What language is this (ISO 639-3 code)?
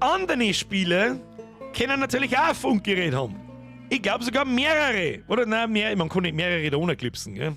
bar